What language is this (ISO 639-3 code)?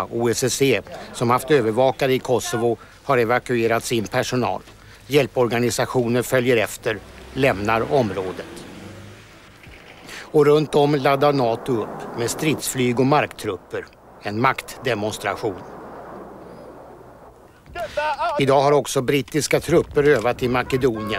swe